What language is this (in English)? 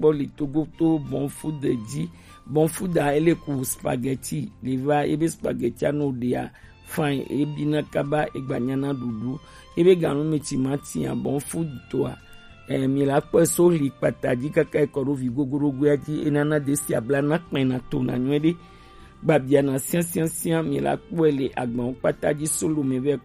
Gen